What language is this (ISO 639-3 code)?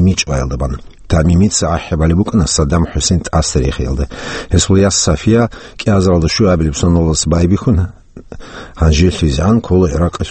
ava